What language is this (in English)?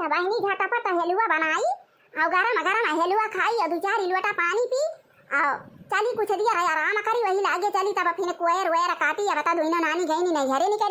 Awadhi